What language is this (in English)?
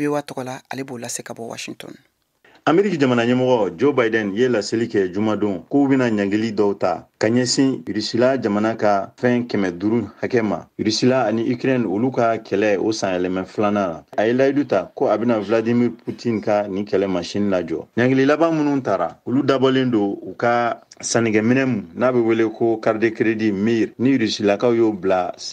Bambara